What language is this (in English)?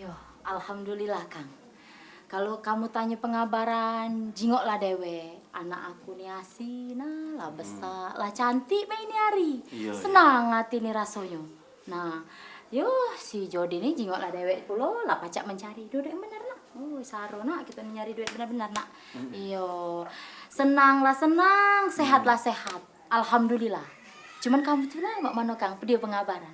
Musi